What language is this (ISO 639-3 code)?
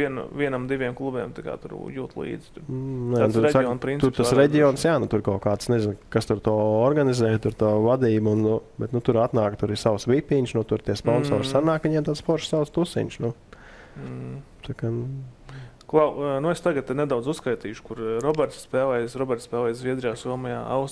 lav